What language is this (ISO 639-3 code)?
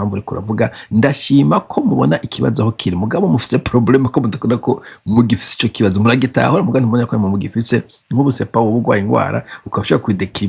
run